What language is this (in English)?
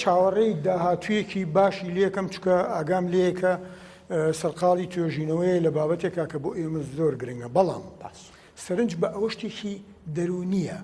Central Kurdish